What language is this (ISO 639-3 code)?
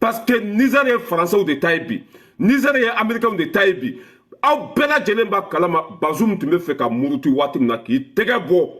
bam